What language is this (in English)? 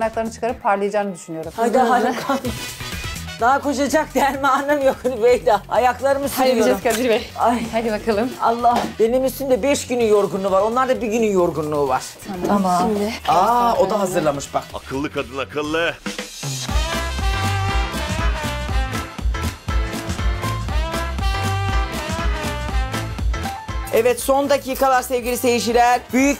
Turkish